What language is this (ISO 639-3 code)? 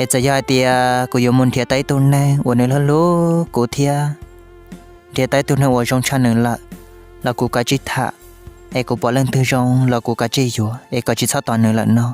hmn